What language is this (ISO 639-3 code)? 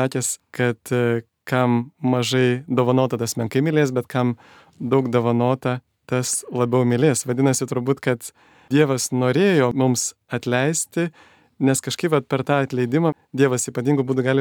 lit